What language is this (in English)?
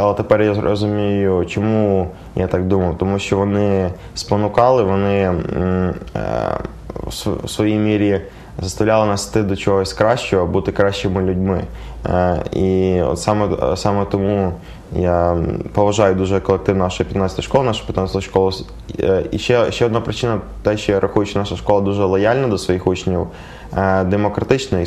Ukrainian